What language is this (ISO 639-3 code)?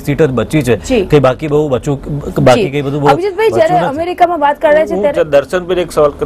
guj